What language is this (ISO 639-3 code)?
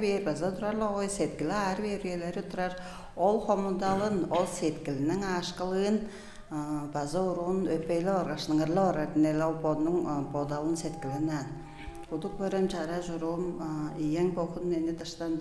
tyv